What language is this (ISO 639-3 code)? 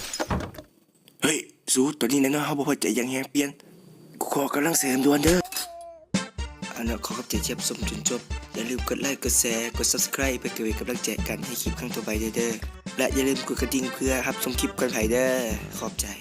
lao